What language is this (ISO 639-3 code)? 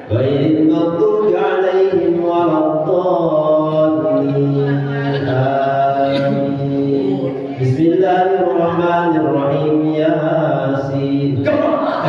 sun